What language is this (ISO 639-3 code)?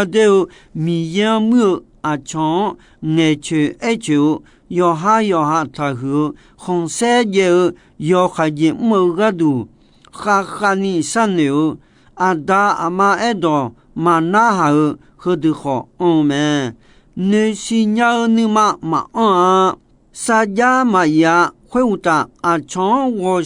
ahk